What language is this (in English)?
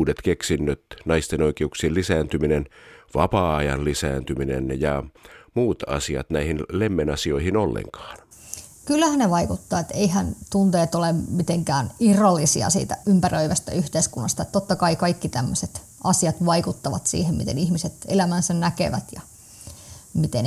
Finnish